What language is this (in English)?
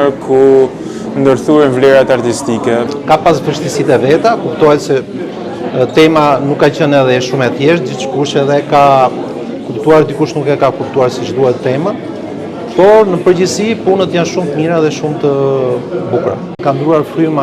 Albanian